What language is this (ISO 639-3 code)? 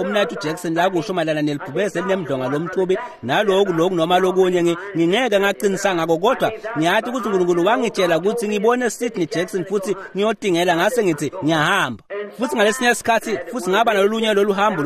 ssw